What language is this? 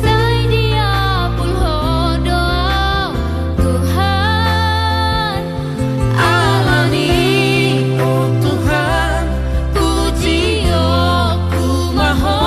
Batak Toba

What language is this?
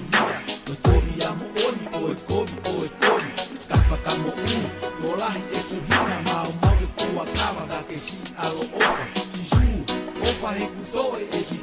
Tongan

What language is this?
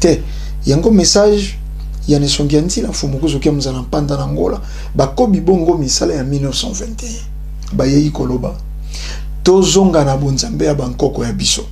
Lingala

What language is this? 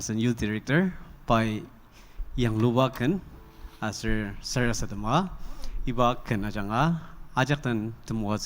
Ao Naga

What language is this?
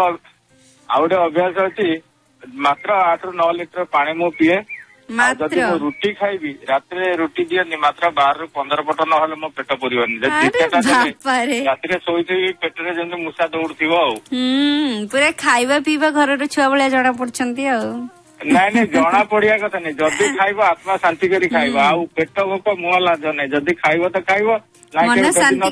Odia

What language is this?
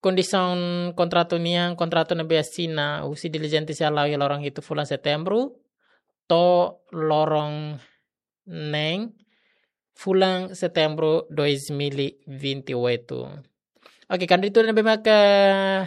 Tetum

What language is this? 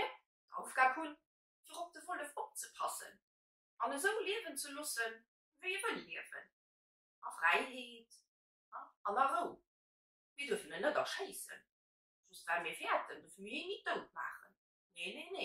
Luxembourgish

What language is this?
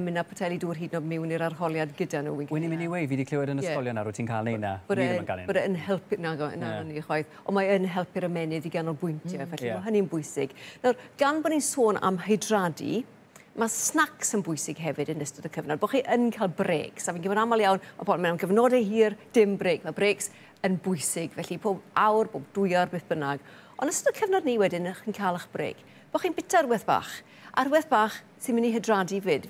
Welsh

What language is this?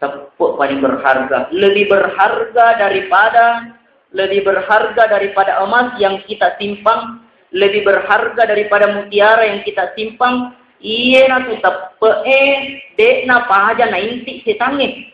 Buginese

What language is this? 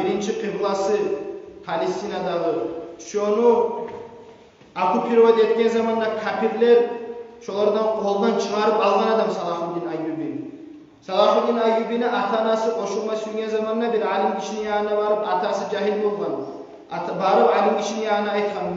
Kumyk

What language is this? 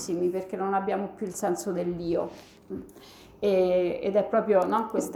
Italian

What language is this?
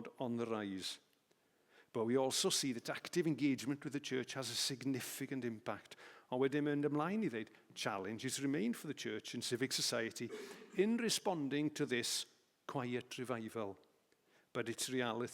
Welsh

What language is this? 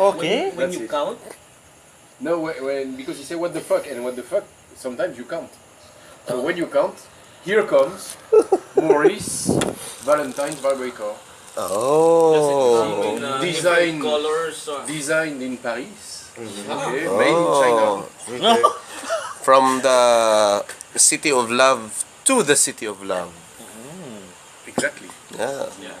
Hiligaynon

